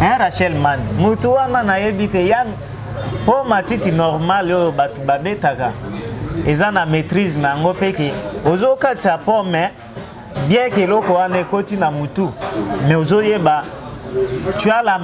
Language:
Lingala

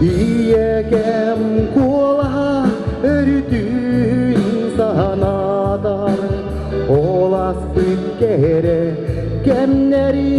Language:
Yakut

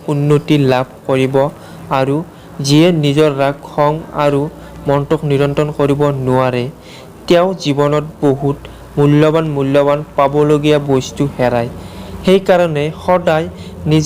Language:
Assamese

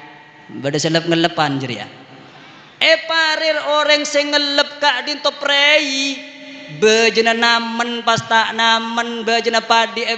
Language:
Madurese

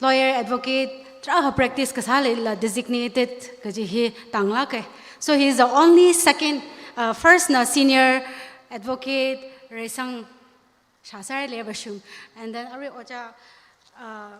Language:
Tangkhul Naga (India)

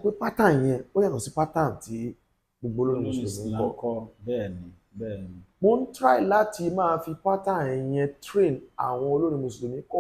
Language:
Yoruba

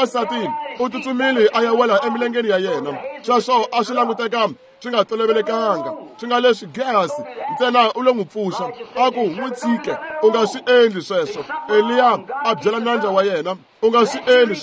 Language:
Tsonga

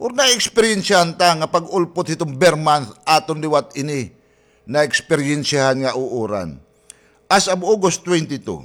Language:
Waray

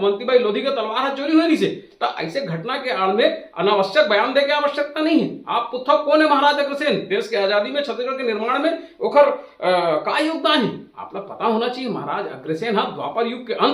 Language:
Chhattisgarhi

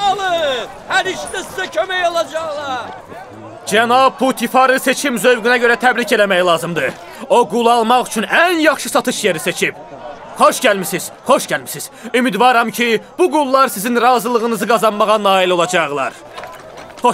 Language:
Azerbaijani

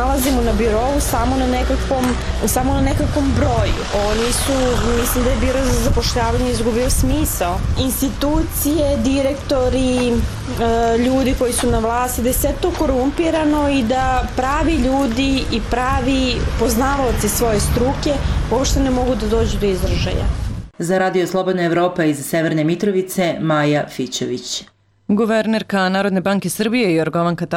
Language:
Serbian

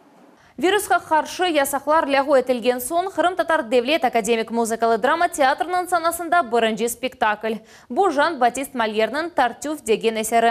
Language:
Crimean Tatar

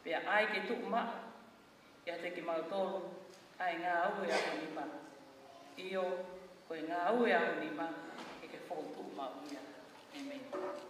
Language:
Tongan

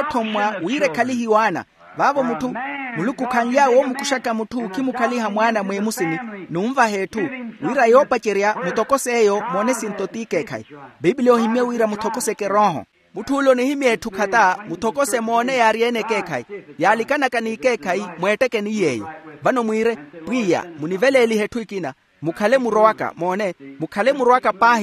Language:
Makhuwa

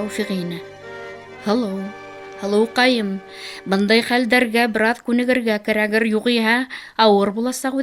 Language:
Bashkir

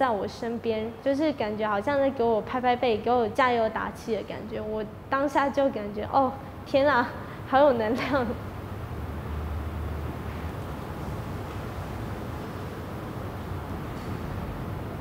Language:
Chinese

